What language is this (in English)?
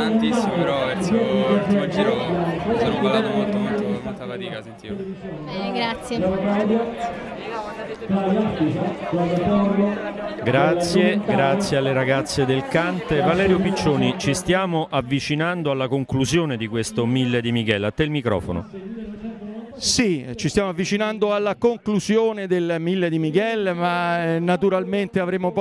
Italian